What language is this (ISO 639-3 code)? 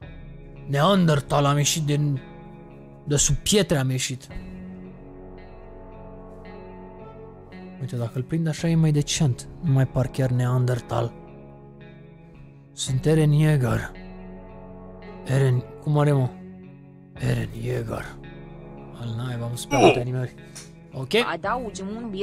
ron